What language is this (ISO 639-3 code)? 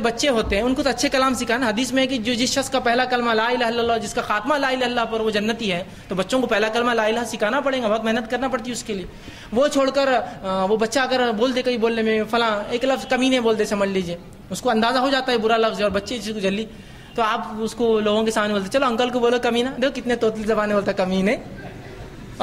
urd